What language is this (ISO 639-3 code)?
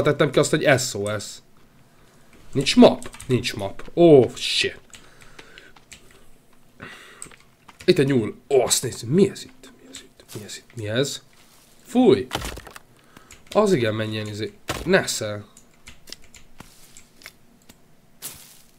hun